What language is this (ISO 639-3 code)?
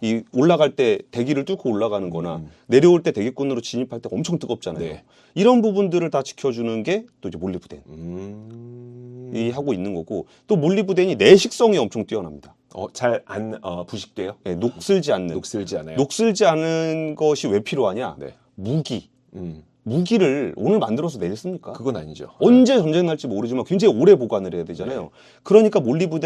kor